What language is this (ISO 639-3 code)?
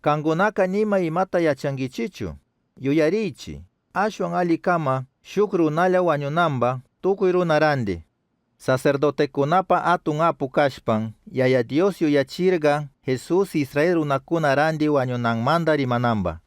qug